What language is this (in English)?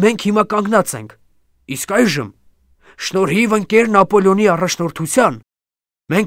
Armenian